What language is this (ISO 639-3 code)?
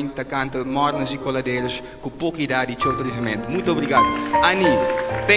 kea